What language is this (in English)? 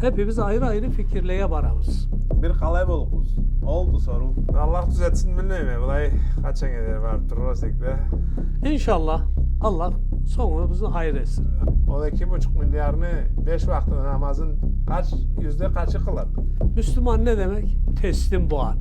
Karachay-Balkar